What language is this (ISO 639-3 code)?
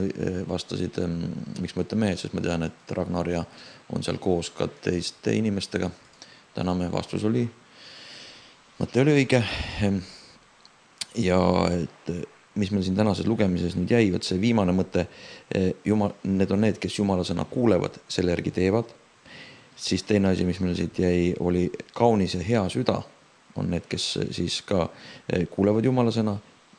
est